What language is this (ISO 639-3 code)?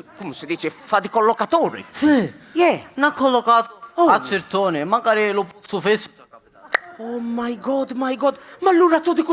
scn